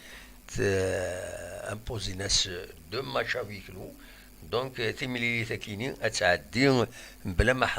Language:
Kabyle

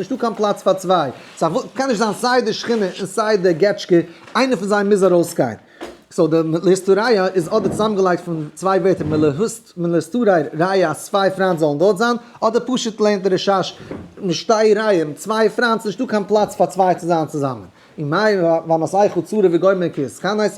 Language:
Yiddish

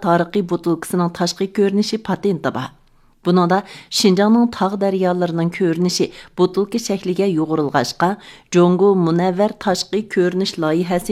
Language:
Uyghur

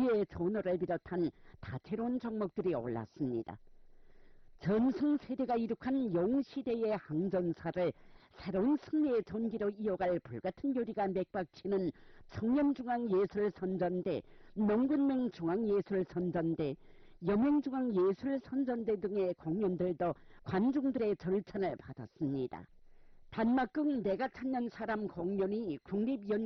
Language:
Korean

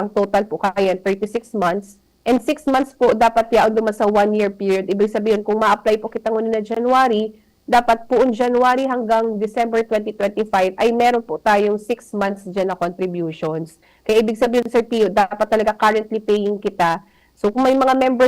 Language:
Bikol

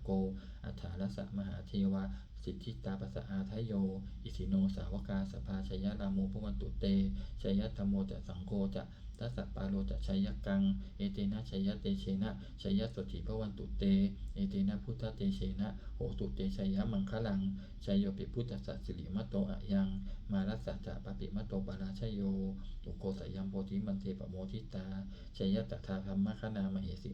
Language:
Pali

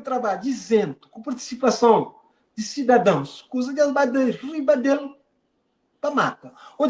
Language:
Kabuverdianu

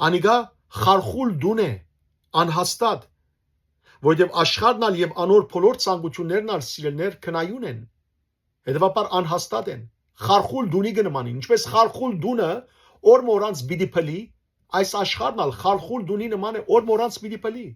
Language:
Western Armenian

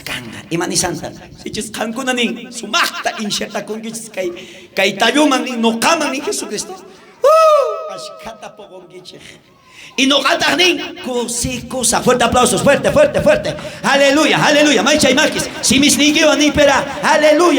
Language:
South Bolivian Quechua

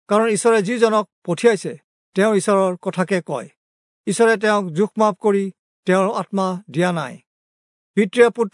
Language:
Assamese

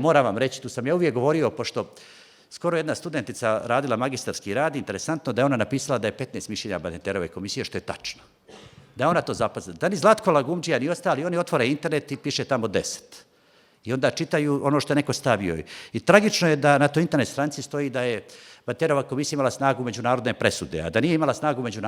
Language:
Bosnian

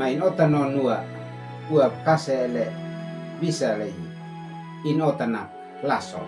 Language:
Uab Meto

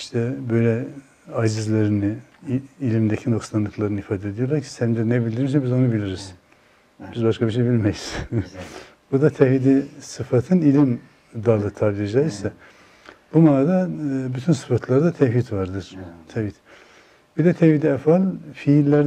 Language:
Turkish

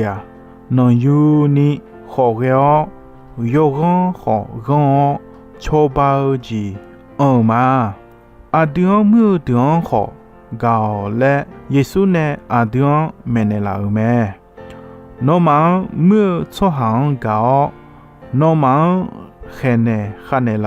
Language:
Akha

